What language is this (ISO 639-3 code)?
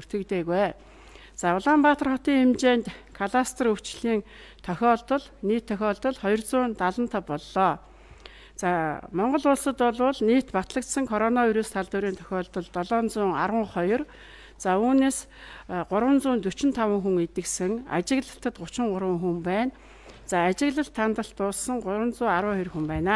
mon